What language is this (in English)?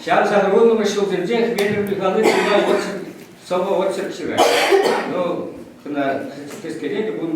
Chuvash